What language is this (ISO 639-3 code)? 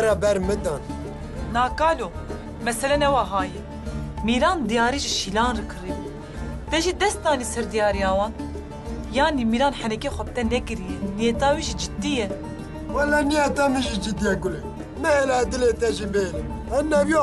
kur